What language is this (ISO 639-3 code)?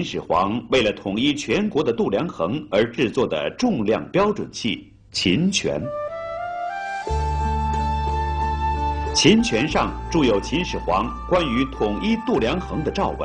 zho